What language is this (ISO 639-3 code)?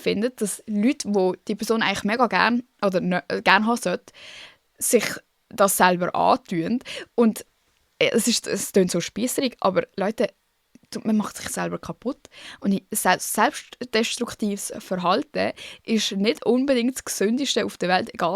gsw